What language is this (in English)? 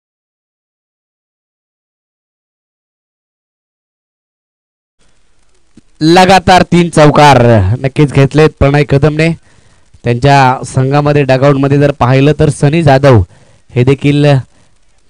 Marathi